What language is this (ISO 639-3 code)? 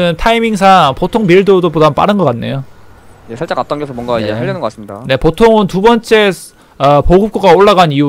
kor